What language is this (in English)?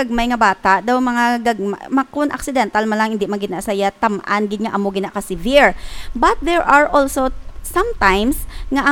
Hiligaynon